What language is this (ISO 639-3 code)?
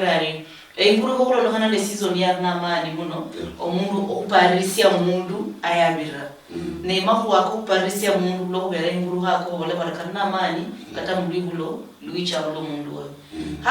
luy